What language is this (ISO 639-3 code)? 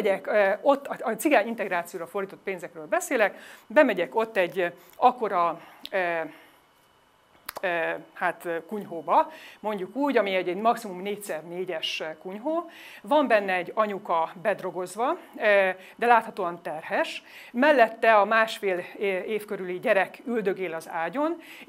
hun